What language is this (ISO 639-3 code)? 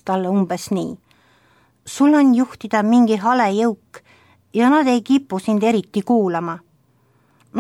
est